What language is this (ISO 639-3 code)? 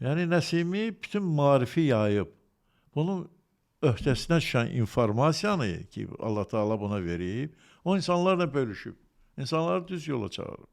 aze